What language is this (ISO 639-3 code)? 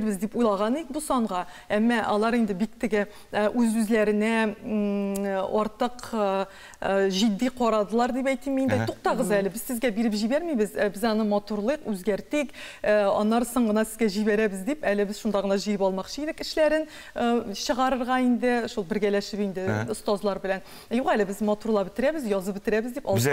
tat